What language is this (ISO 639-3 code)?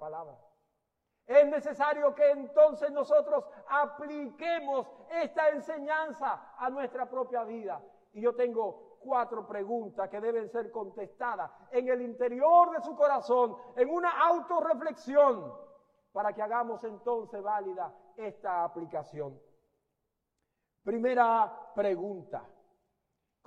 spa